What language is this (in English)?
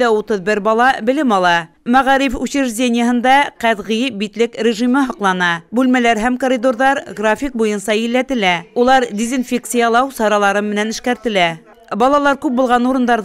Bashkir